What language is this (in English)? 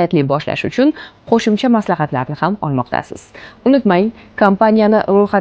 Uzbek